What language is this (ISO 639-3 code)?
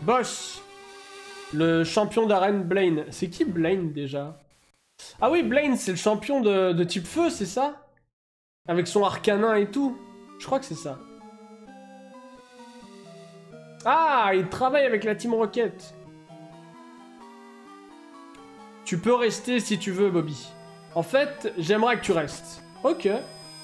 fra